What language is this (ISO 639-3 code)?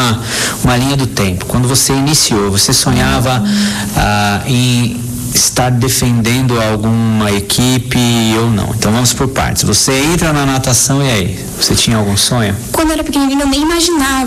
por